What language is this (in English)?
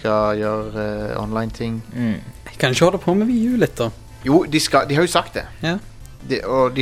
Norwegian